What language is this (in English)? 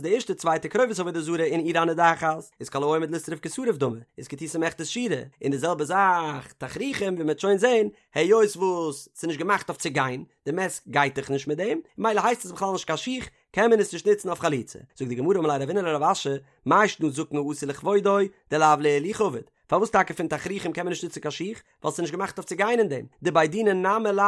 Yiddish